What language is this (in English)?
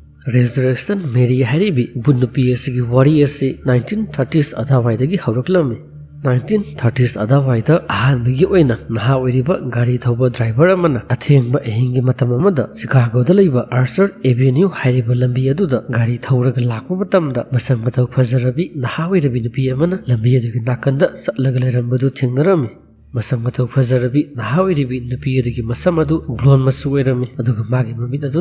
Manipuri